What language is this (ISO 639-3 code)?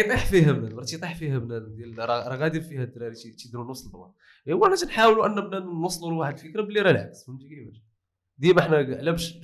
ary